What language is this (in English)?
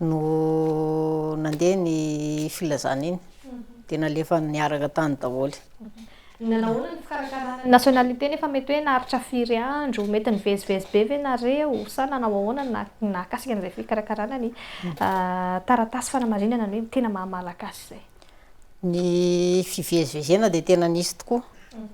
Malagasy